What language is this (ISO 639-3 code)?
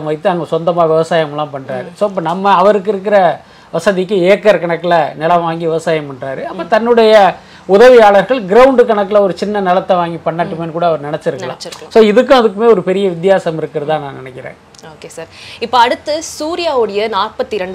tam